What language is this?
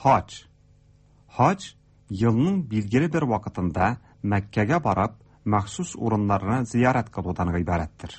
Tatar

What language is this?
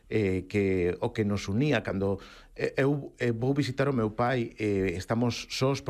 Galician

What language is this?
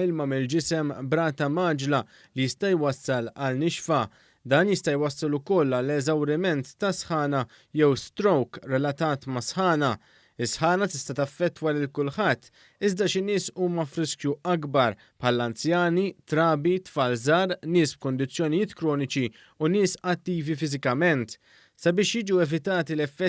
Maltese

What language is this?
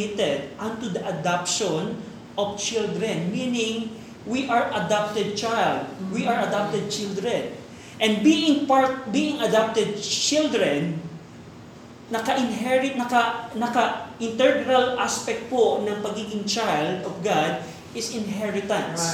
Filipino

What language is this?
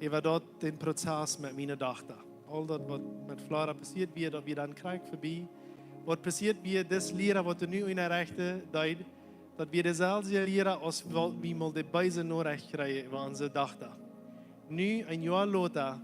Plautdietsch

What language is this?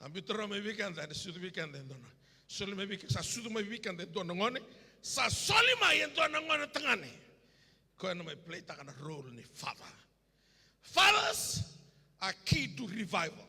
Fijian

